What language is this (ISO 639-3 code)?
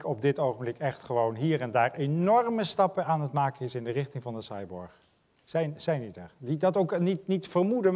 nld